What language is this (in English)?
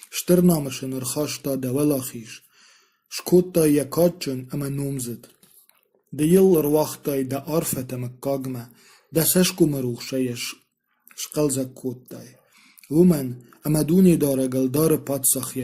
Ossetic